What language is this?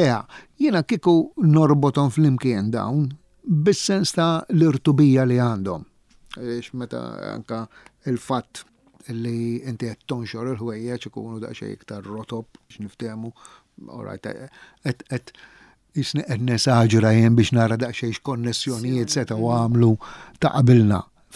Maltese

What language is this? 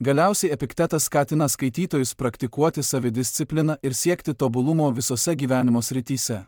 Lithuanian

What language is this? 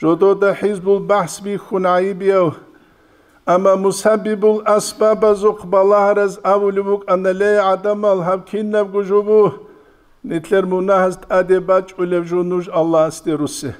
Avaric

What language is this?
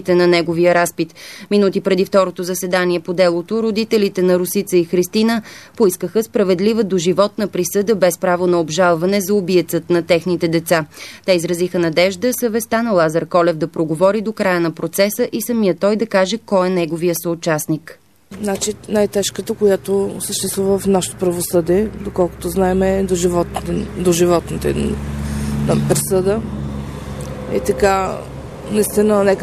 Bulgarian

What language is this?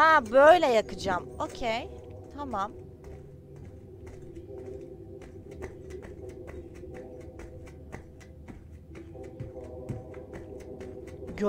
Turkish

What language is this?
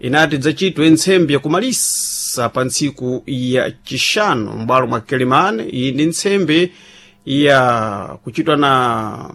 Sena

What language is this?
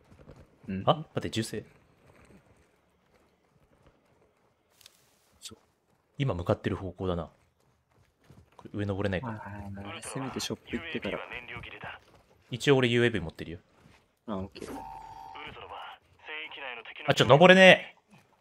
Japanese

